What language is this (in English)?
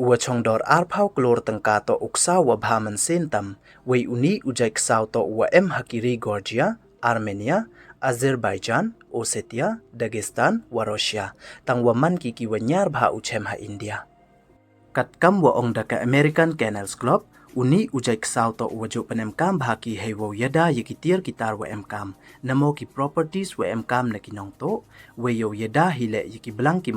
Pnar